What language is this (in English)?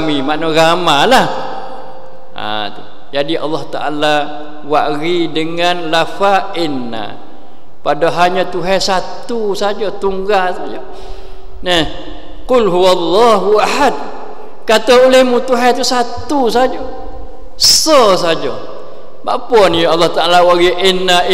Malay